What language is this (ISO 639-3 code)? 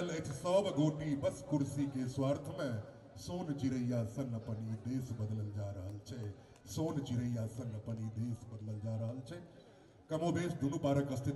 mai